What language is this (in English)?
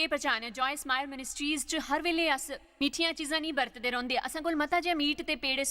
Dogri